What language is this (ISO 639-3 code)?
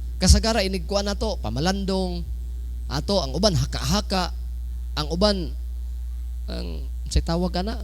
ceb